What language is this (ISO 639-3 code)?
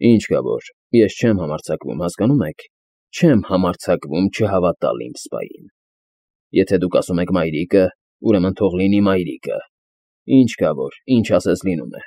hye